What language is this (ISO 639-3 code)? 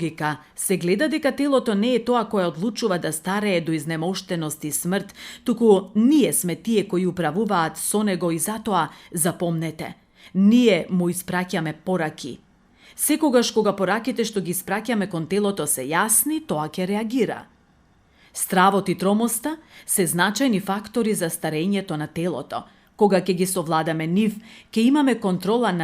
mkd